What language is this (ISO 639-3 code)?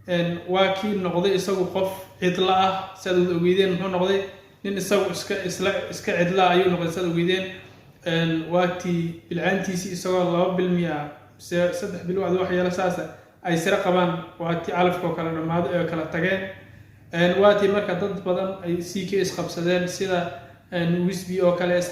som